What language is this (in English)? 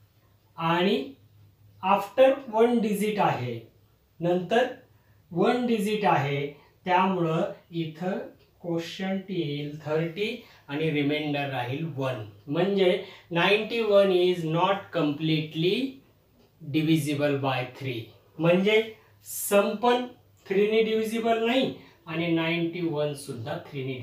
Marathi